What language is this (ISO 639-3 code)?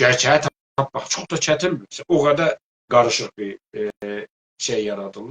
azb